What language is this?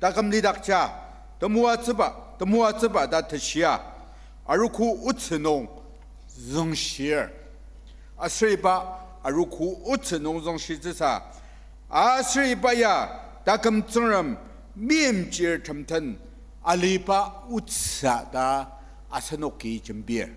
Ao Naga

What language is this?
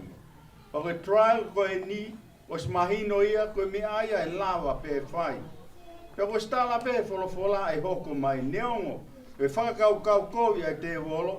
Tongan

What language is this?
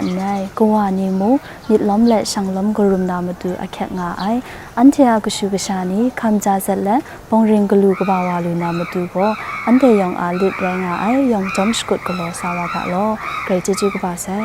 Kachin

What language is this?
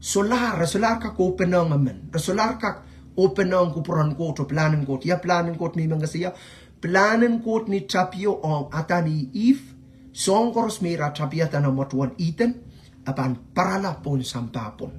Pohnpeian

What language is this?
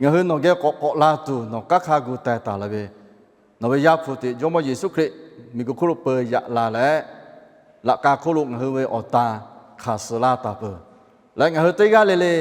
Lahu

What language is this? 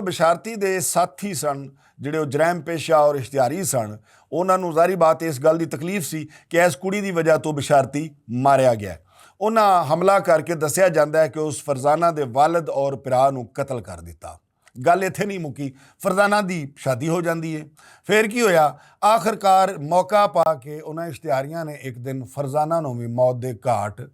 Western Panjabi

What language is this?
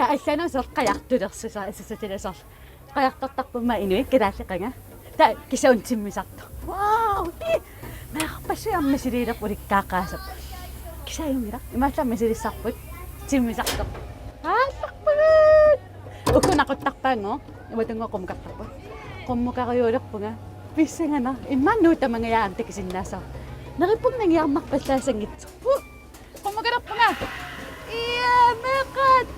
Kalaallisut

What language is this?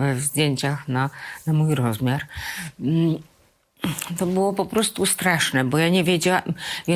Polish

